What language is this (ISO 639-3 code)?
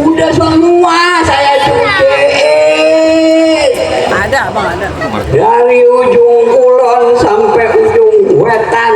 bew